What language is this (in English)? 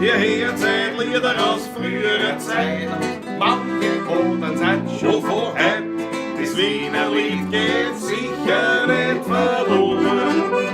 Bavarian